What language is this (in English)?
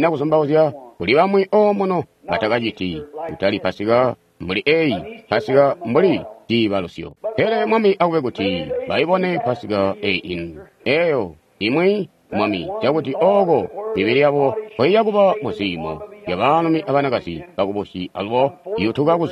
Tonga (Zambia)